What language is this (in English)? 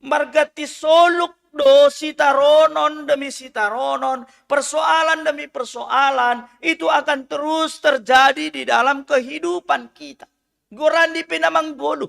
Batak Simalungun